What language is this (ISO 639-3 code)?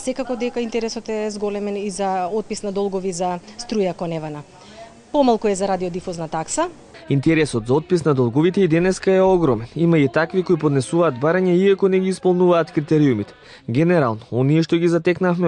mkd